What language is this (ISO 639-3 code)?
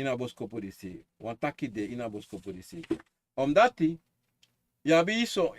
srn